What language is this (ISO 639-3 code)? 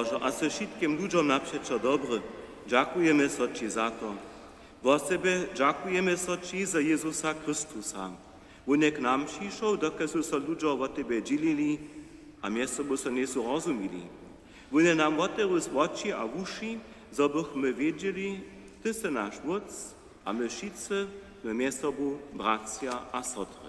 hsb